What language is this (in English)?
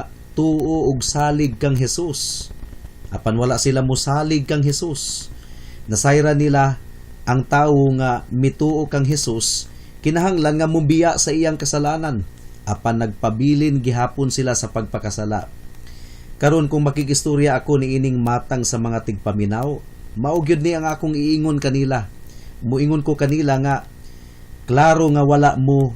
Cebuano